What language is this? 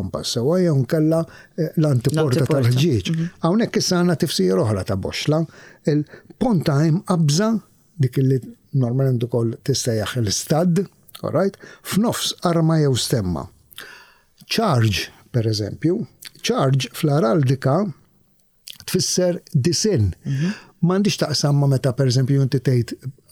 Maltese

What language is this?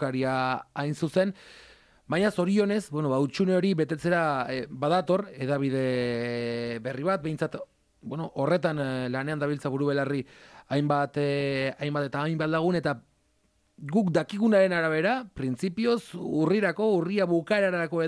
Basque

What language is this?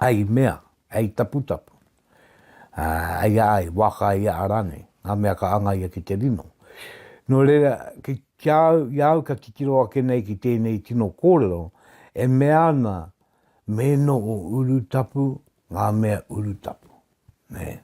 Māori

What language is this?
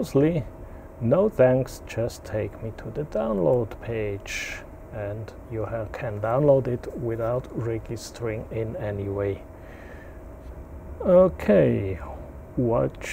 English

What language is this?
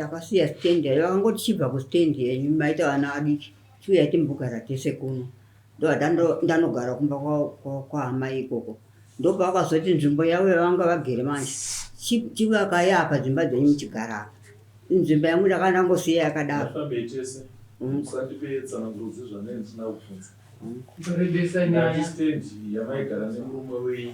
Shona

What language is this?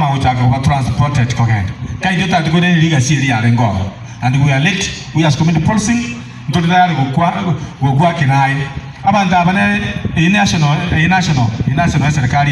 Gusii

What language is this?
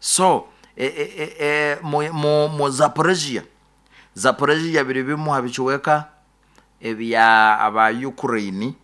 Nyoro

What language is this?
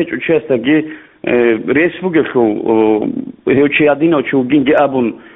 Avaric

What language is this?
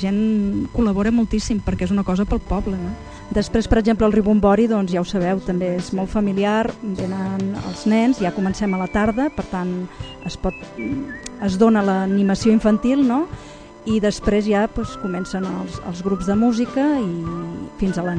Catalan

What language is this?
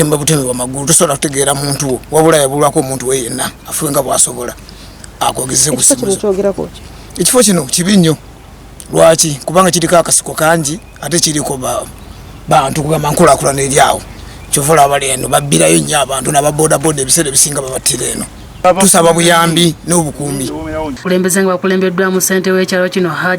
Ganda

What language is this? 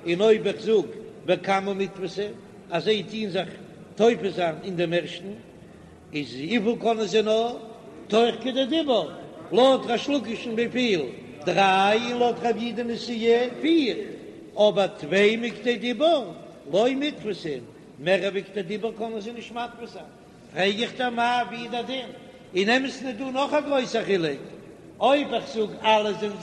Yiddish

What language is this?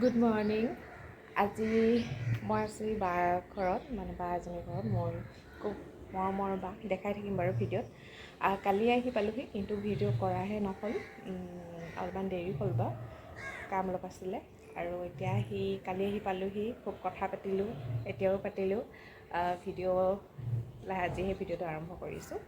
Assamese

